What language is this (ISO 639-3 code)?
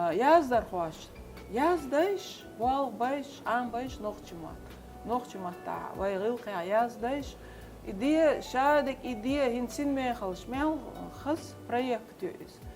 che